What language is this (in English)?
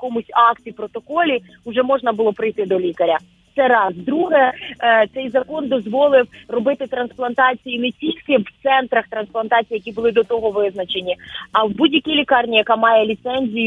Ukrainian